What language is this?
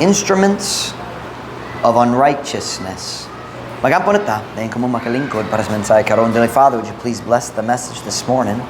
Cebuano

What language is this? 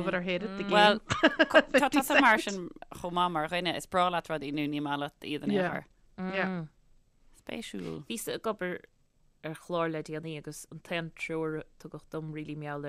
Irish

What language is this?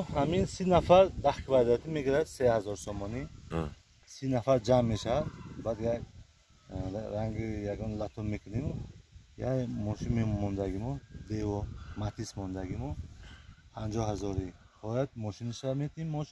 Tajik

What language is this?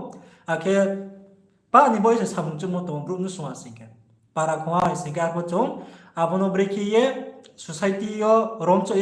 Riang (India)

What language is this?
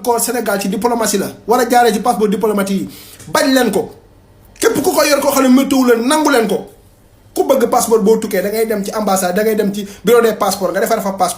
Wolof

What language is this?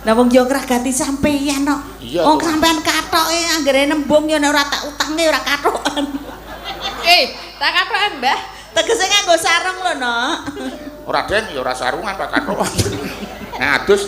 Javanese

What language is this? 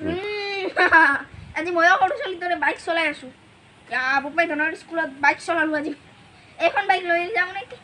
Assamese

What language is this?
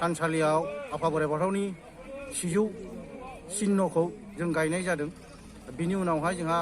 Bodo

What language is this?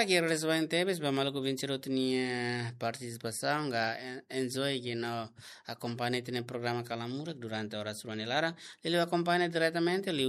Tetum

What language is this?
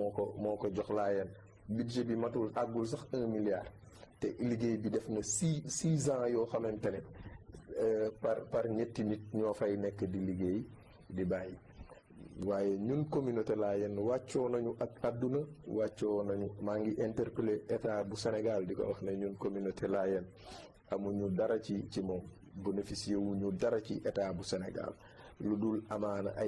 Wolof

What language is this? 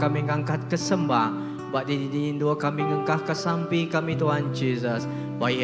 Iban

